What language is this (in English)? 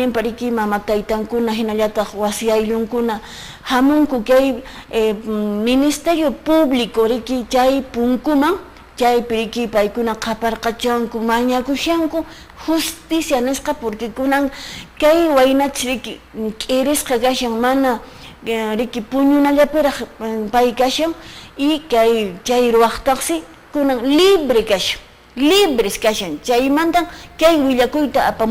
Quechua